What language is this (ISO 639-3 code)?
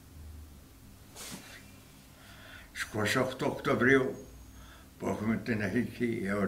ell